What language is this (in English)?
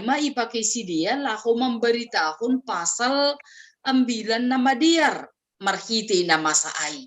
Batak Simalungun